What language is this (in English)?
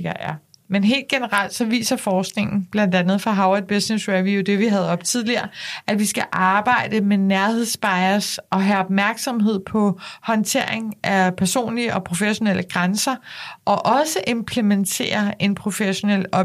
Danish